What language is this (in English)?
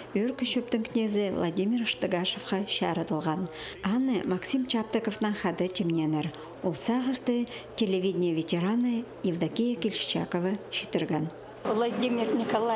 Khakas